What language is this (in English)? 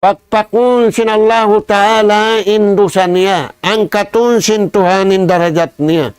Tausug